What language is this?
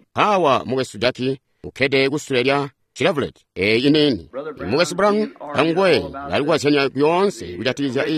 Tonga (Zambia)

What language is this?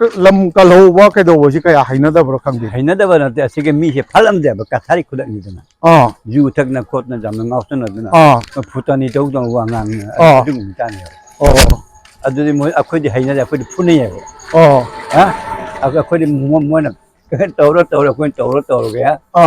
Manipuri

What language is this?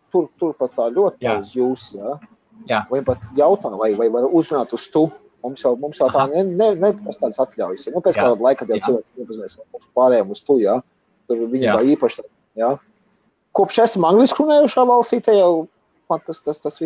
Latvian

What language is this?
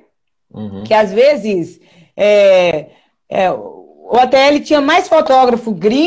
Portuguese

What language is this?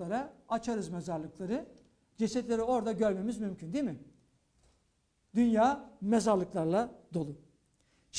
Turkish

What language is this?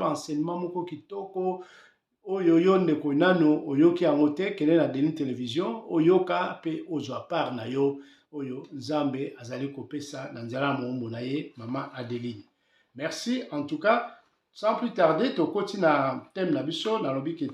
Lingala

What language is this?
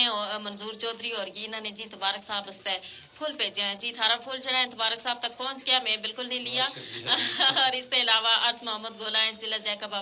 Gujari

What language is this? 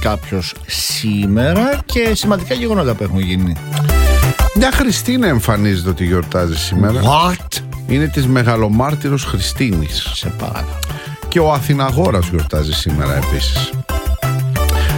Greek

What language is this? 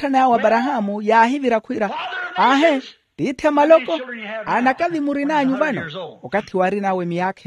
Makhuwa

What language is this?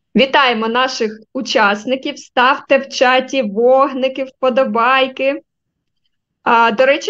Ukrainian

